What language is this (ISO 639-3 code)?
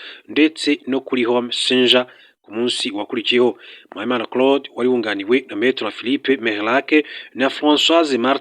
kin